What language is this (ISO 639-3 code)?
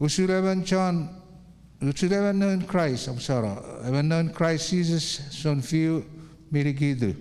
chk